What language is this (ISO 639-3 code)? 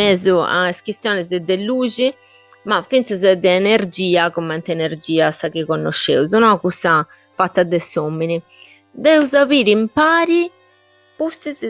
srd